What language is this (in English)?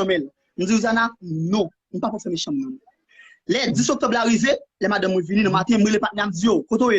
Haitian Creole